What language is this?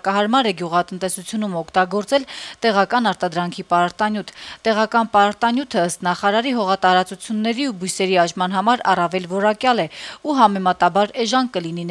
Armenian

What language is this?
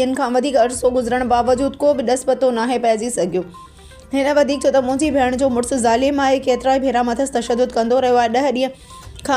Sindhi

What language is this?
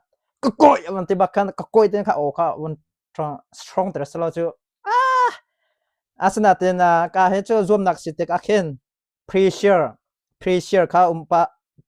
Hakha Chin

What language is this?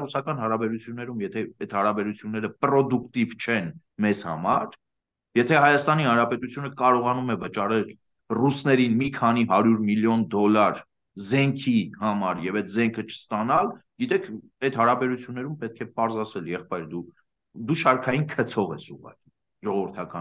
Armenian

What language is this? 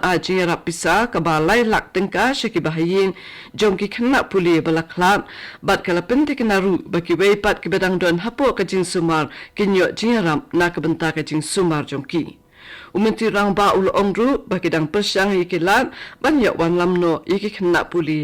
Khasi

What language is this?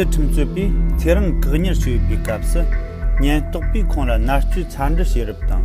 Tibetan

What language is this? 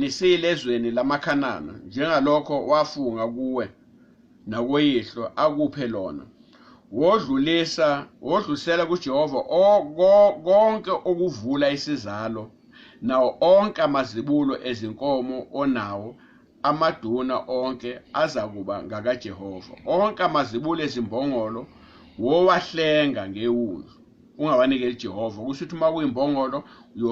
Zulu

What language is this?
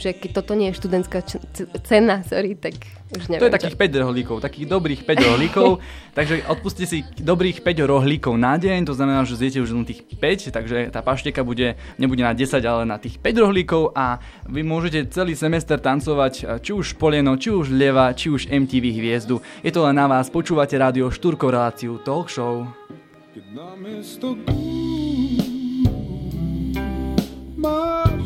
Slovak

